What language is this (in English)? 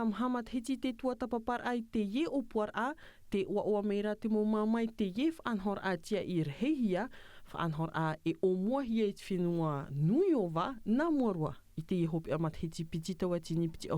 Tahitian